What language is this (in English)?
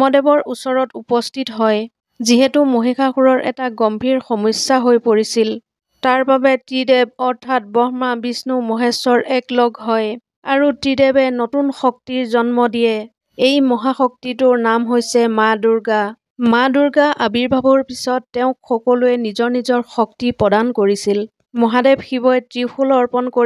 Assamese